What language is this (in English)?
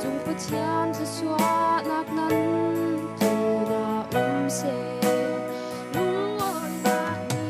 Falam Chin